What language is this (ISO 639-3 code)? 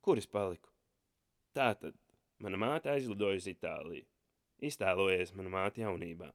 lav